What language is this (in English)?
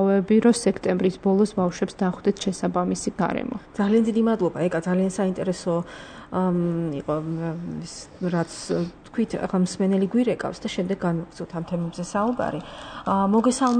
Georgian